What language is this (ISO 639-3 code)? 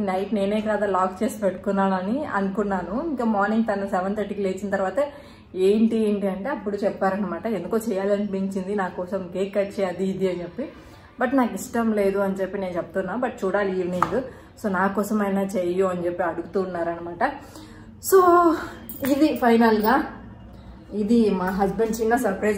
tel